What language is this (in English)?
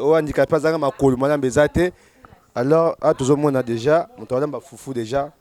Lingala